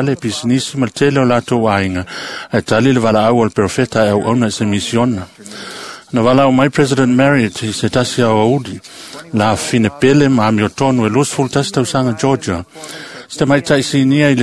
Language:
Samoan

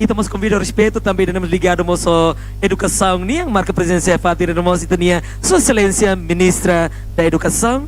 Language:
Tetum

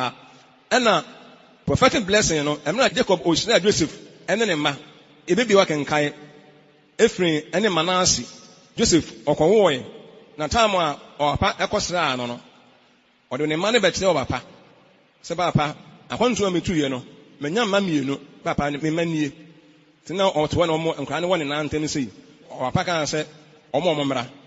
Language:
Akan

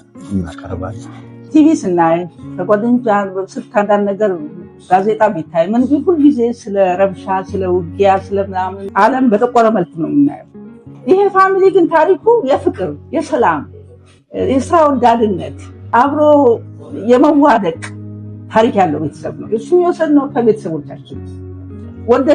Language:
Amharic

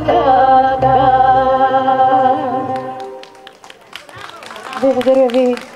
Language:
Bulgarian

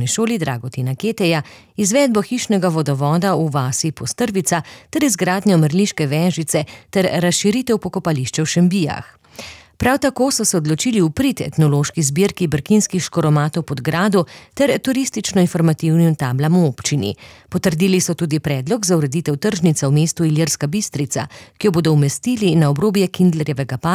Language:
Slovenian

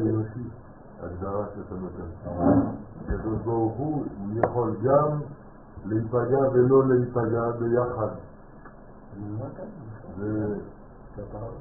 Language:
Hebrew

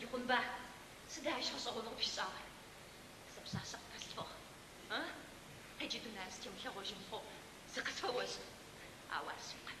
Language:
Adyghe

